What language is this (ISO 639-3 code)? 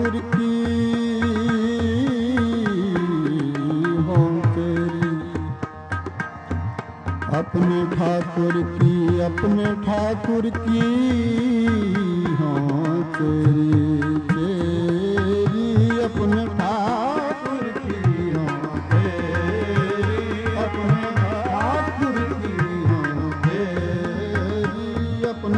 pan